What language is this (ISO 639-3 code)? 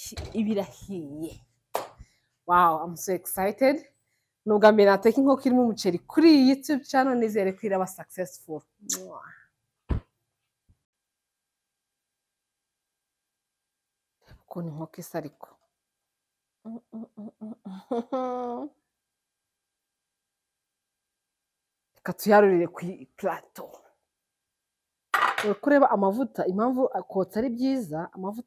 kin